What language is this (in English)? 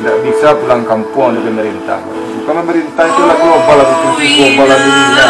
Minangkabau